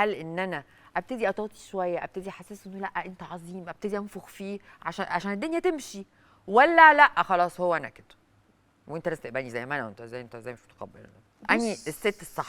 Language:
Egyptian Arabic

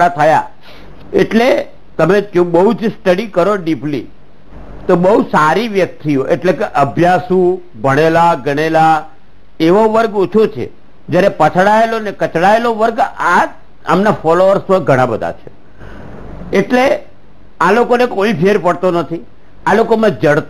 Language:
Gujarati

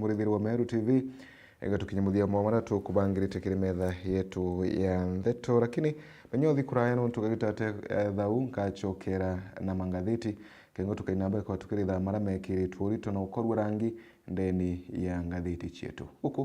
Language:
Meru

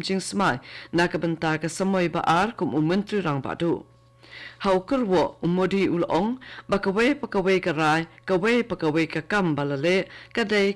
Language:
Khasi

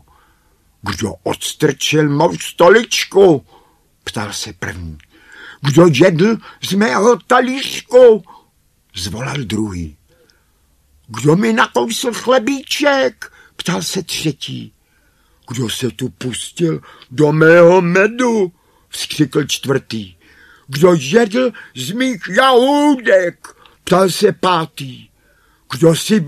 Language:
Czech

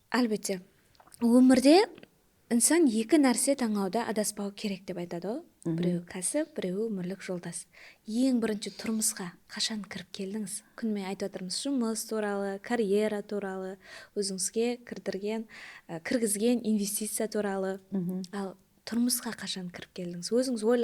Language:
Kara-Kalpak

